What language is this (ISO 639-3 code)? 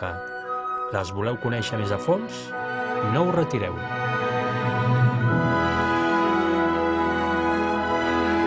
cat